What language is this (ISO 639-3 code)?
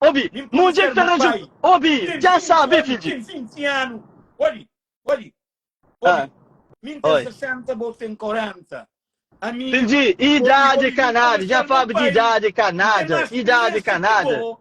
kea